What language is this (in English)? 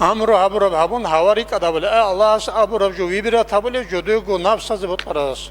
Avaric